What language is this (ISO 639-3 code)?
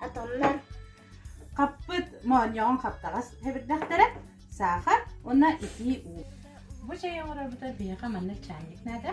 sah